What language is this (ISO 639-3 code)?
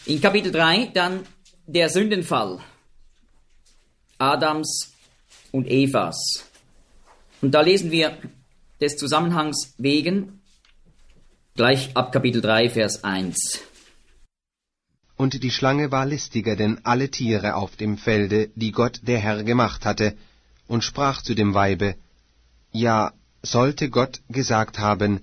deu